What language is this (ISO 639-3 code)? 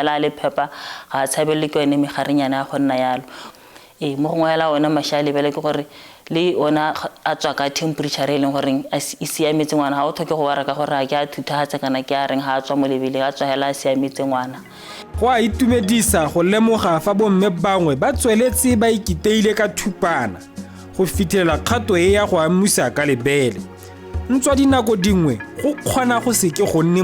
tsn